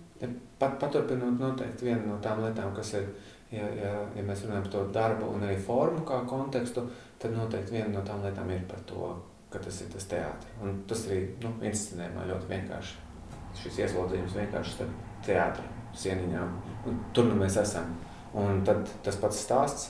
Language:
Latvian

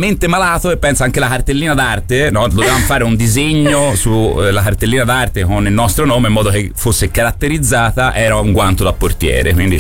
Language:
Italian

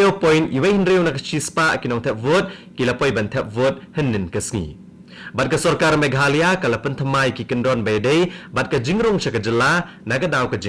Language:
Khasi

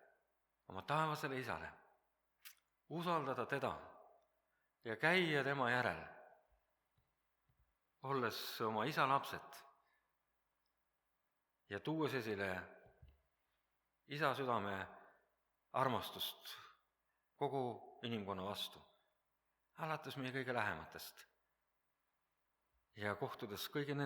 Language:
Estonian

